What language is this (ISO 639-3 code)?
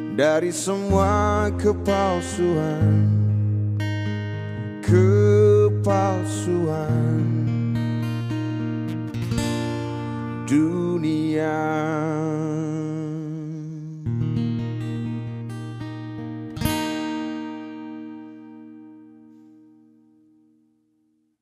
ind